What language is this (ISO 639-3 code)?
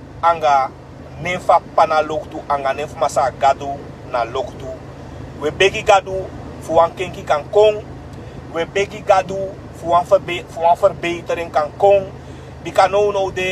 srn